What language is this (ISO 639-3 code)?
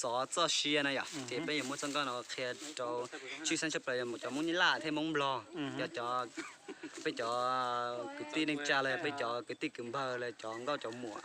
hmn